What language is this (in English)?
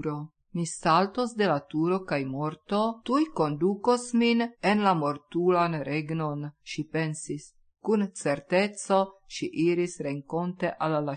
Esperanto